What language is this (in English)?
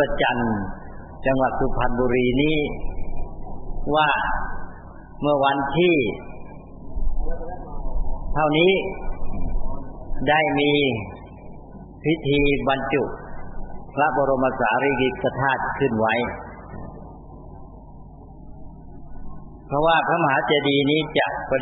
Thai